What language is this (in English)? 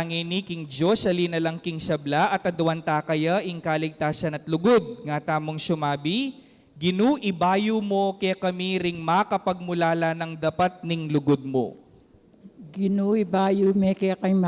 Pampanga